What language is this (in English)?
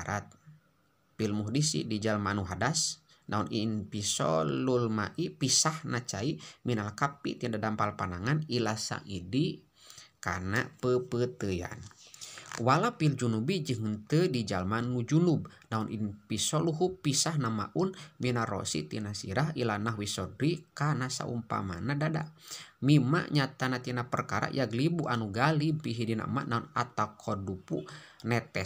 Sundanese